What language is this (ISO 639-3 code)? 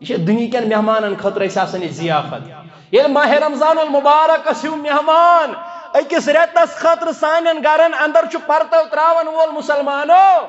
kas